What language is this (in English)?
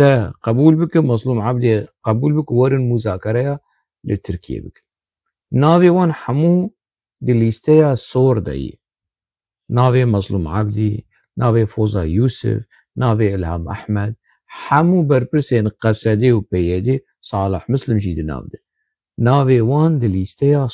Kurdish